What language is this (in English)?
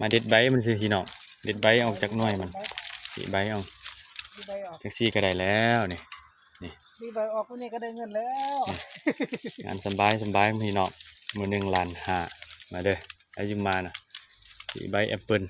Lao